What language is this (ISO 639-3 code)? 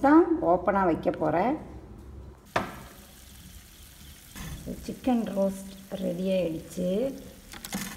tam